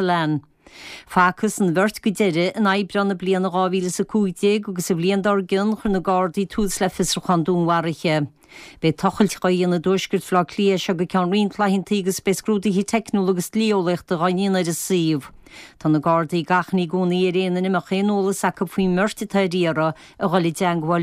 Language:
Irish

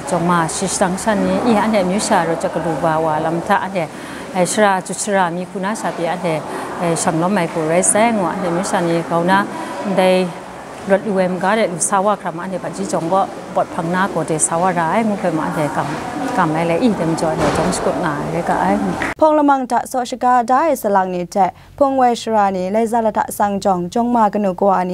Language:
Kachin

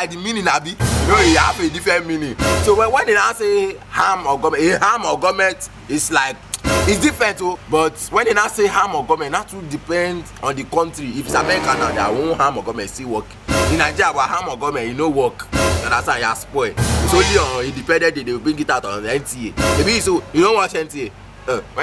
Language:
Nigerian Pidgin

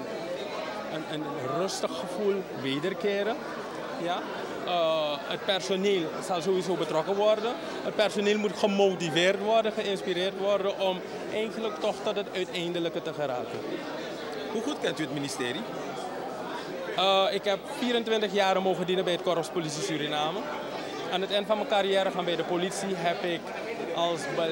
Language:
Dutch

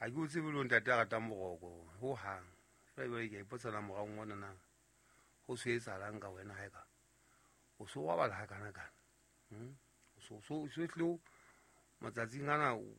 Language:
Southern Sotho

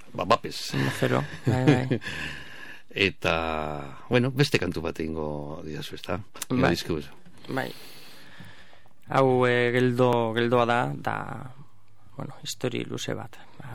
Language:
Basque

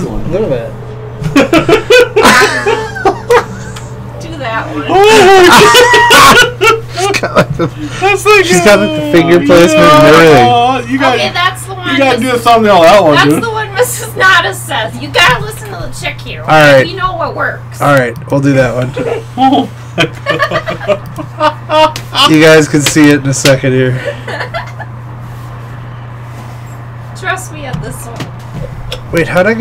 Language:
English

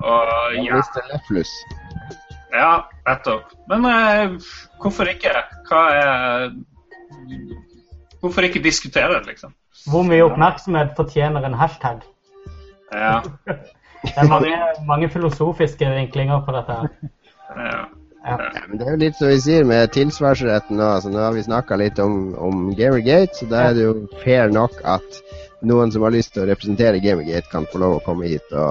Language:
Norwegian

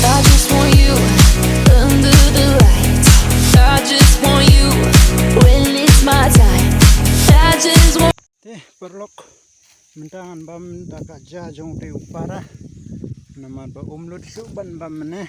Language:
Khasi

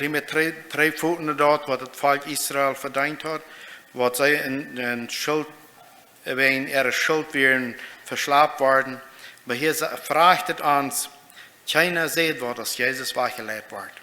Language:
Plautdietsch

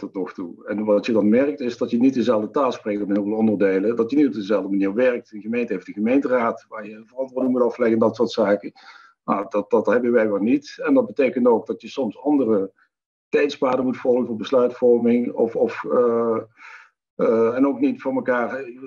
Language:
Dutch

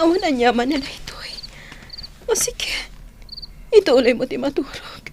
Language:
Iloko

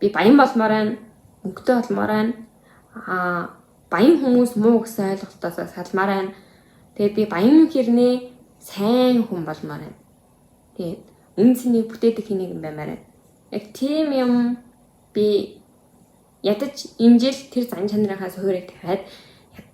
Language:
Mongolian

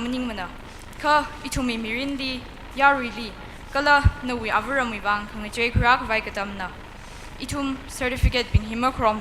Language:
Tangkhul Naga (India)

